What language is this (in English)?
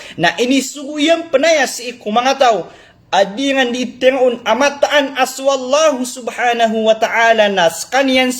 Maranao